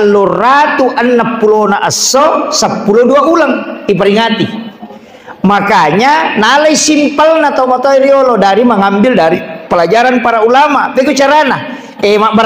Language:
Buginese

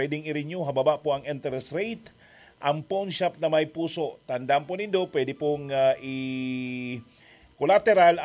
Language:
Bikol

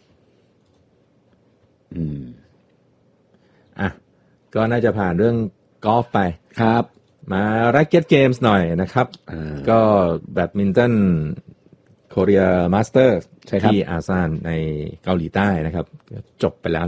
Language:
Thai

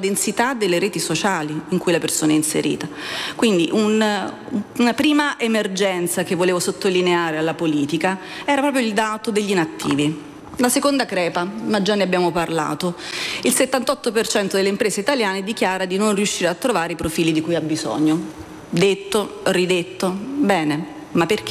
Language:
Italian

